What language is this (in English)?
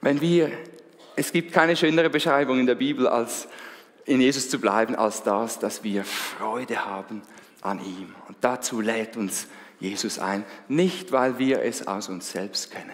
Swiss German